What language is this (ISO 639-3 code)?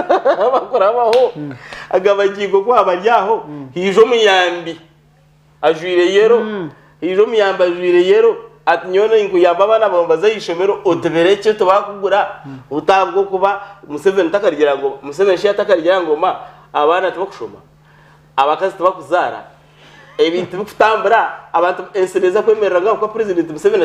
nyn